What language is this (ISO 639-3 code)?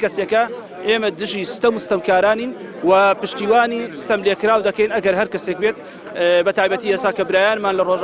ckb